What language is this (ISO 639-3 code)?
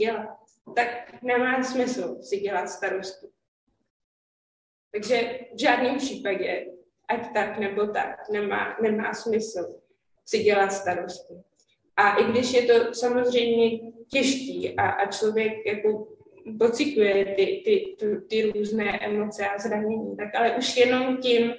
ces